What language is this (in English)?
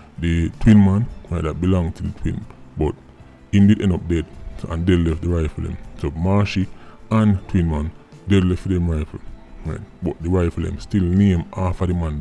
Jamaican Creole English